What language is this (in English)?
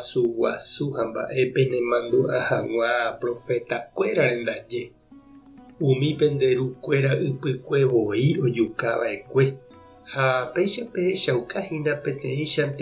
Guarani